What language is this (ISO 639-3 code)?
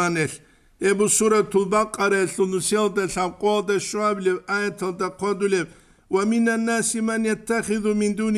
ava